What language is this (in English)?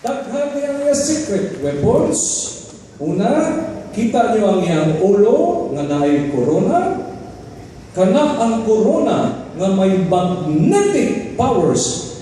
Cebuano